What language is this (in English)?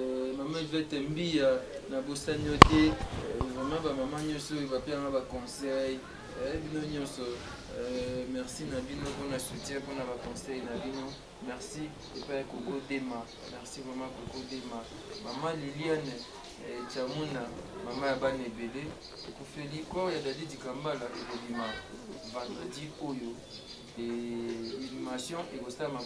Lingala